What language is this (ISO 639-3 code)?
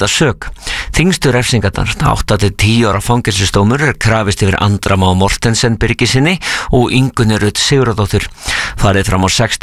isl